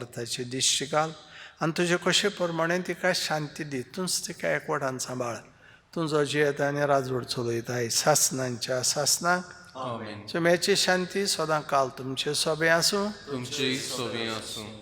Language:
Konkani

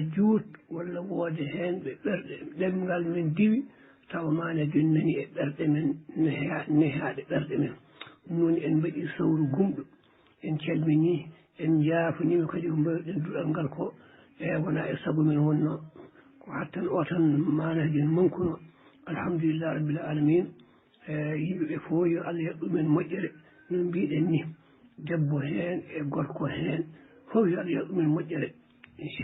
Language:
Fula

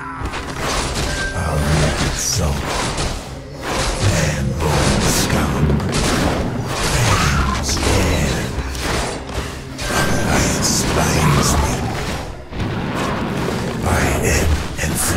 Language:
English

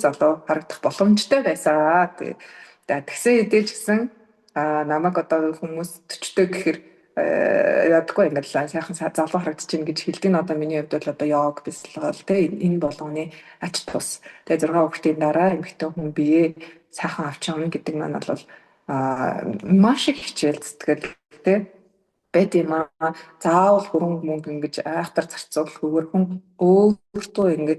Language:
Mongolian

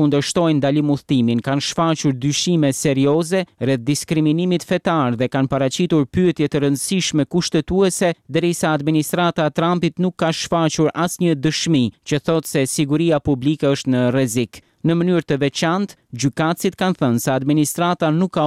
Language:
Albanian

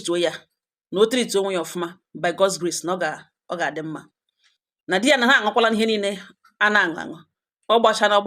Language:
Igbo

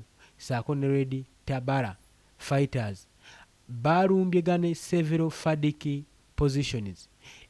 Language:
Ganda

